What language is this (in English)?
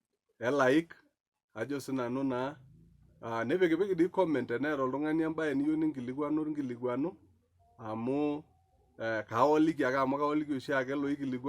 Masai